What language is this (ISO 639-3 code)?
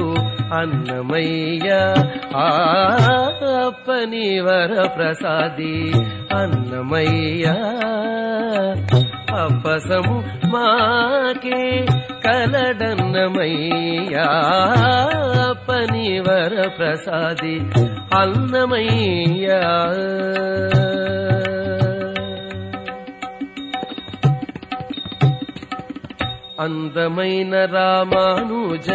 tel